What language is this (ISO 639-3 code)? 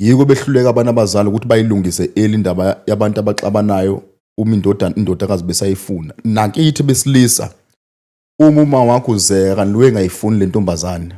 zul